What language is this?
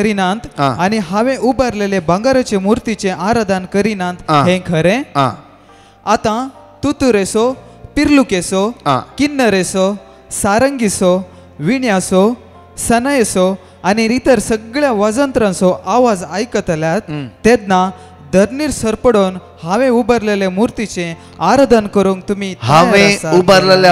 Konkani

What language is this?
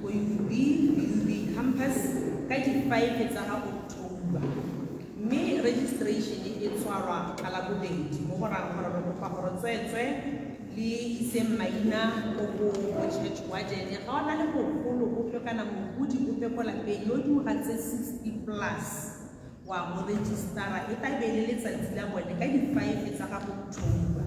Tswana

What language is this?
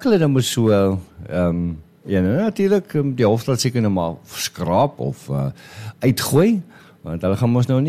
Afrikaans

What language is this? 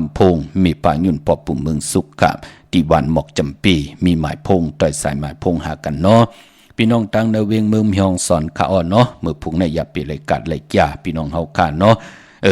Shan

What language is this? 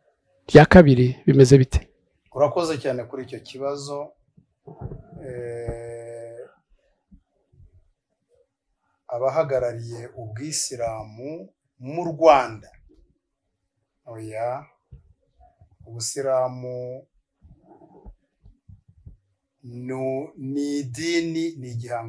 Kinyarwanda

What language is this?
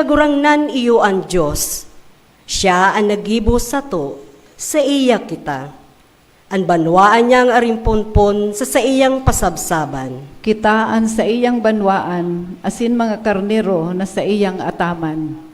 Bikol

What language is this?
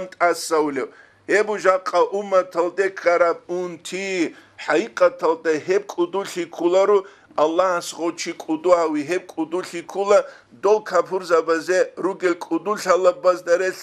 Avaric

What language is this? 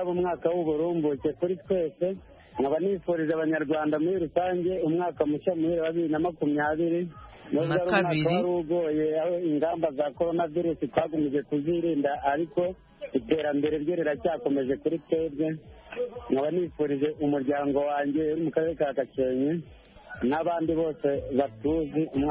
Kinyarwanda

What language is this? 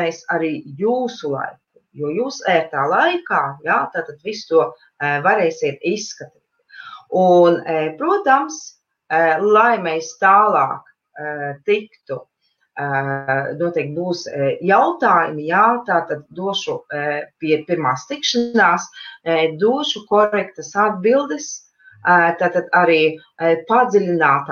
Latvian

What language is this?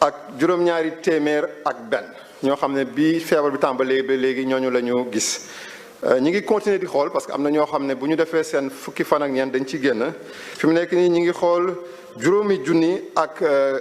Wolof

